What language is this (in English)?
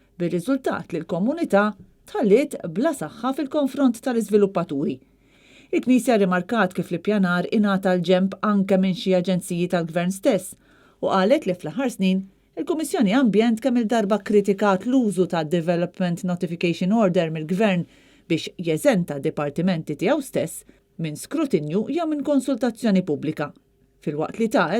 Maltese